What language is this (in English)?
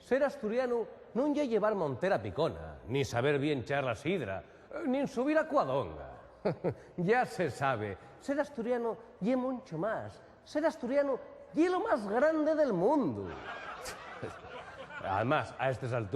Asturian